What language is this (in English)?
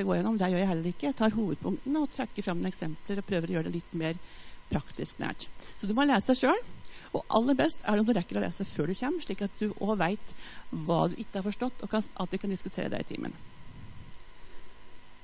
Norwegian